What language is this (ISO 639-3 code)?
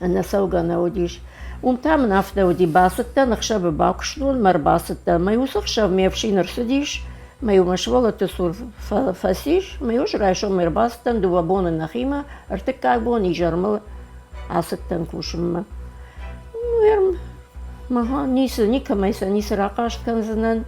oss